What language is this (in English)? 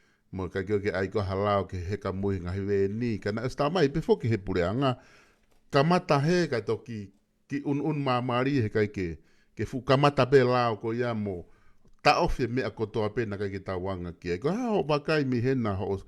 Tongan